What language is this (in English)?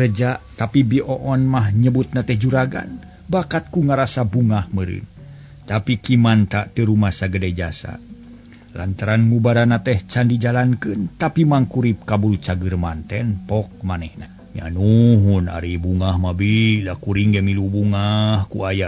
Sundanese